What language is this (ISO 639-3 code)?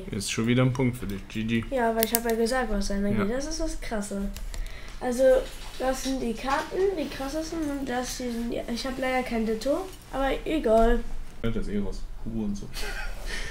deu